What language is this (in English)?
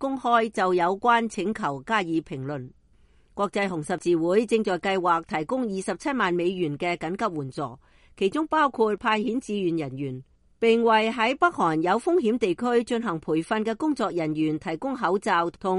Cantonese